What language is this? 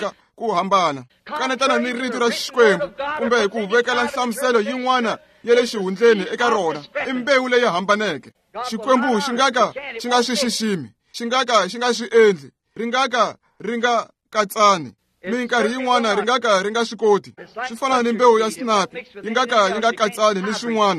Tsonga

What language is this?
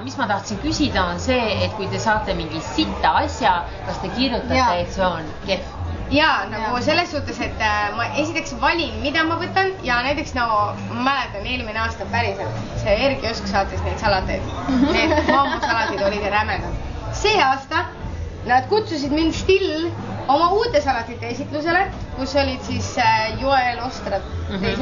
Estonian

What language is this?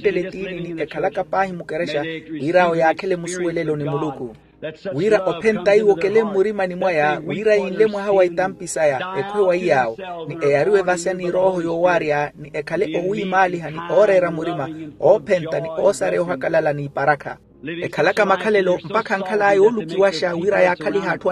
Makhuwa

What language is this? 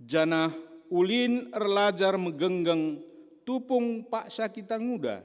Batak Karo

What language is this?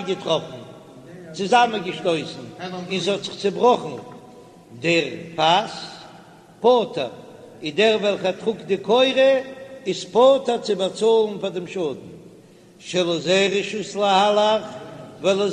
Yiddish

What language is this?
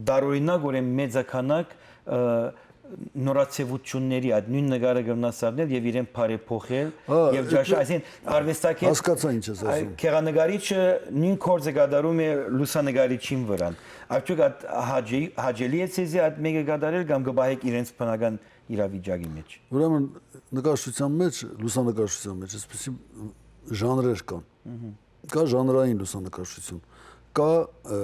Western Armenian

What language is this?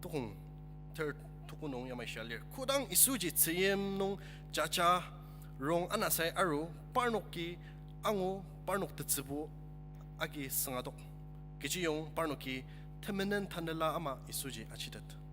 Ao Naga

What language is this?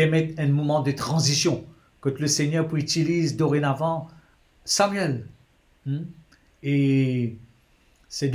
Morisyen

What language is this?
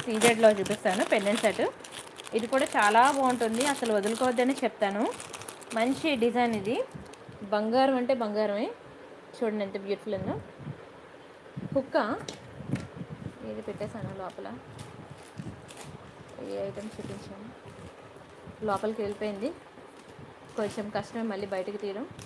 Telugu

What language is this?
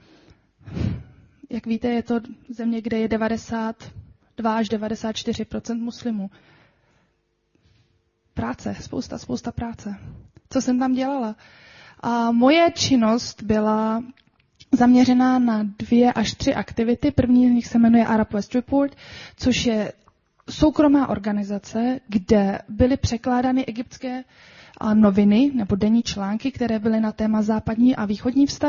Czech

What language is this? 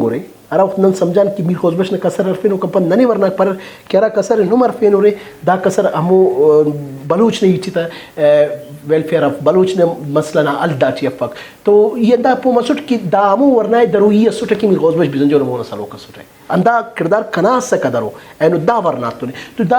Brahui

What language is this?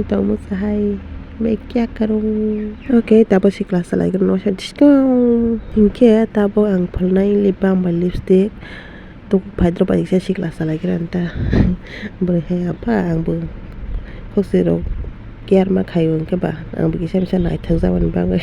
Kok Borok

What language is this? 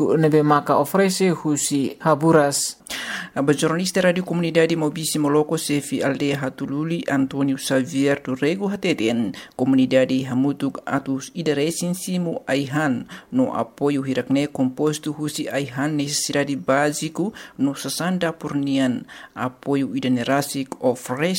Tetum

